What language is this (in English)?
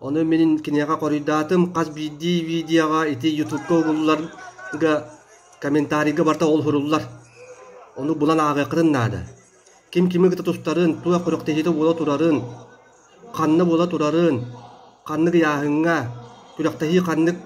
Yakut